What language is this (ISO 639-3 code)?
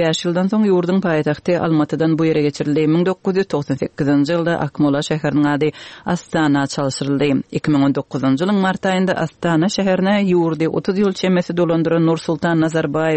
tuk